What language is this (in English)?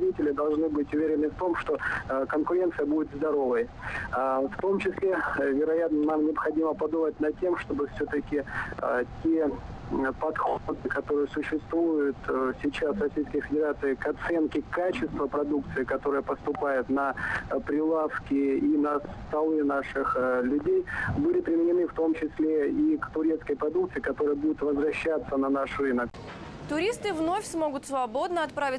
Russian